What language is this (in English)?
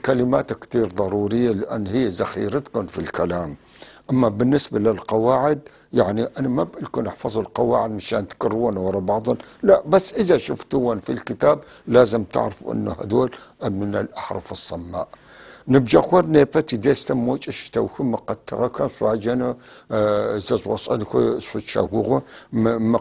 North Levantine Arabic